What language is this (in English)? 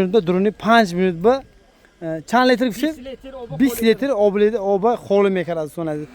Tajik